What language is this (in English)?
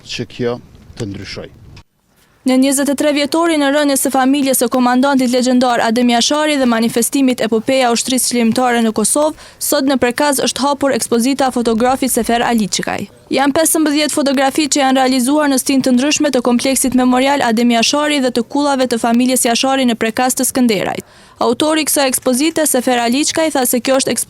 Albanian